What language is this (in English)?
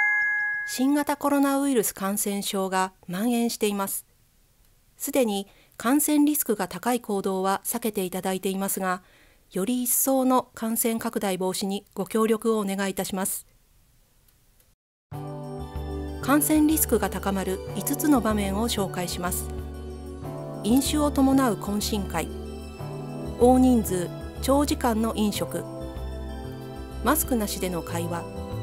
Japanese